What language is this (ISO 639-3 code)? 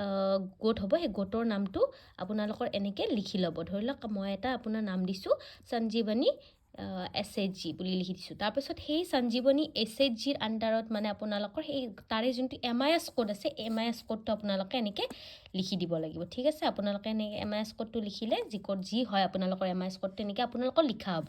asm